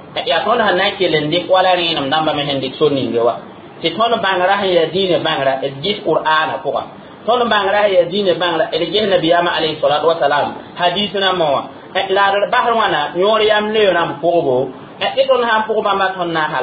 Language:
Mossi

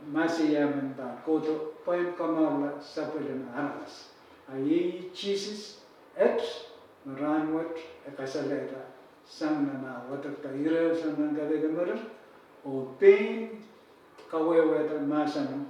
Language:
Pohnpeian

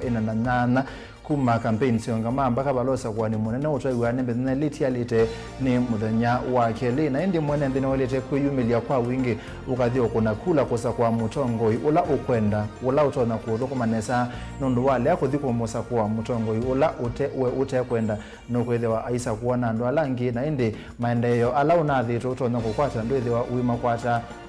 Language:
Kamba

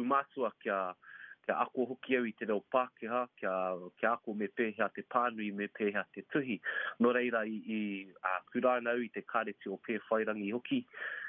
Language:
Māori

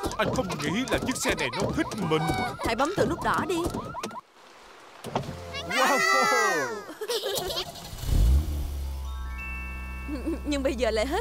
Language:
Vietnamese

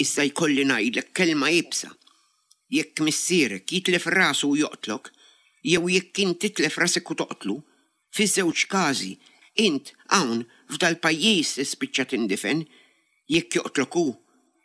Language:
Maltese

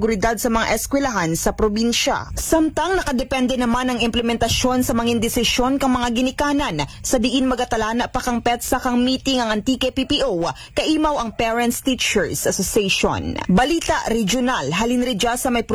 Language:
Aklanon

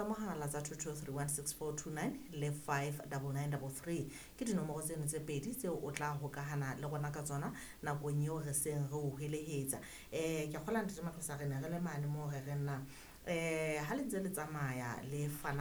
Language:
Southern Sotho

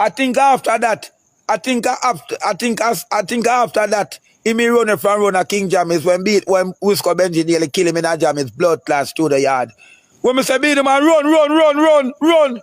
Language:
Jamaican Creole English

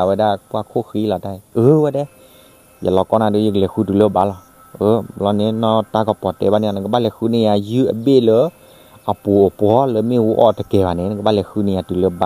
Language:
S'gaw Karen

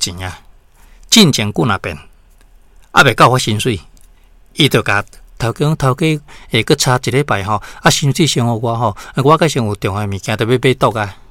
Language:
Min Nan Chinese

